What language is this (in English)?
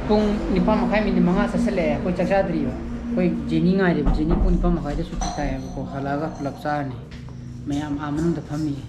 Manipuri